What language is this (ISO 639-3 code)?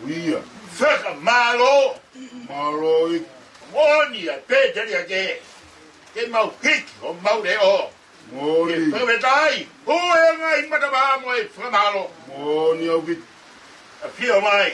ton